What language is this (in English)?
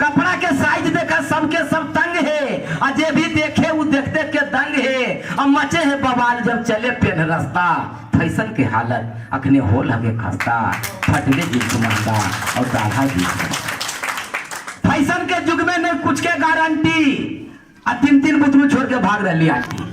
Magahi